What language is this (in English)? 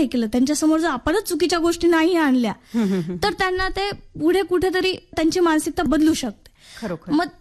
Marathi